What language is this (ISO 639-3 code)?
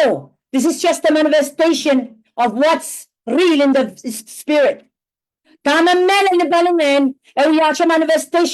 pon